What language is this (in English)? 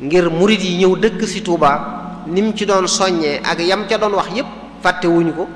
Wolof